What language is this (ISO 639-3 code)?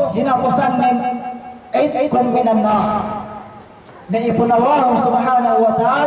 yka